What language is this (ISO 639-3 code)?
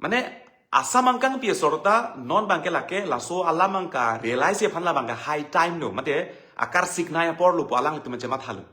mjw